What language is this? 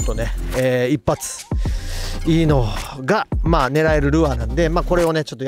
Japanese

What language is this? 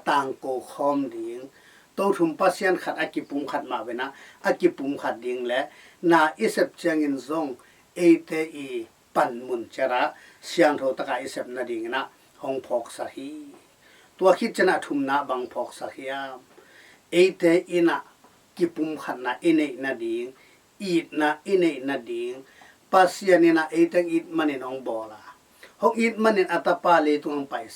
Tedim Chin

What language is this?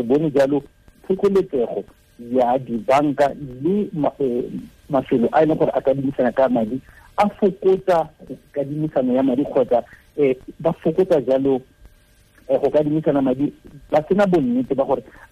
Tswana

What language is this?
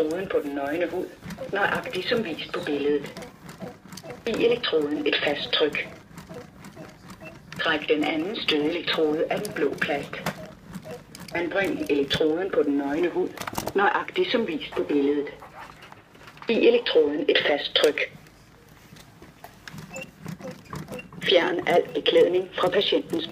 Danish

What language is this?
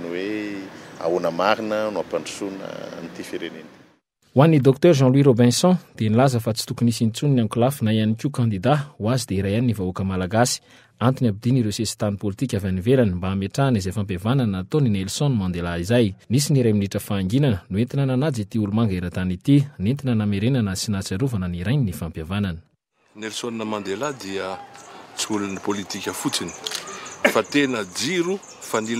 Malagasy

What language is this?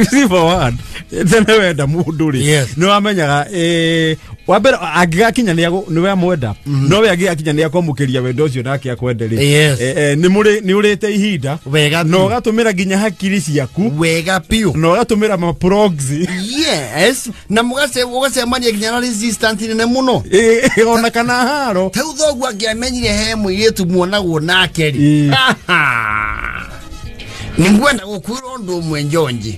Kikuyu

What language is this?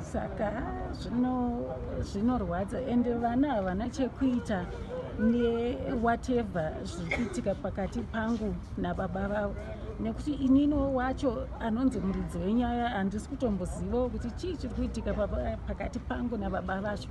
Shona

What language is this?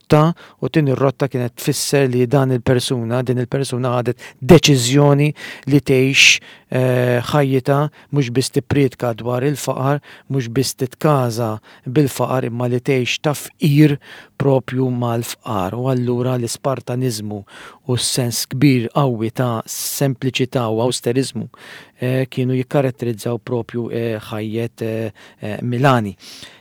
Maltese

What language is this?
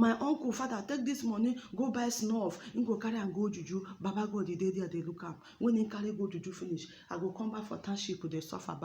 Nigerian Pidgin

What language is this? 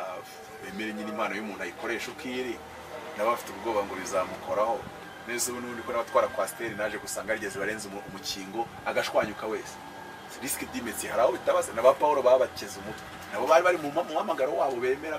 Kinyarwanda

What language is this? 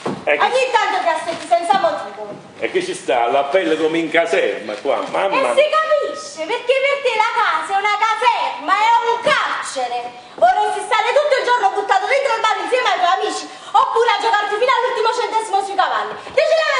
Italian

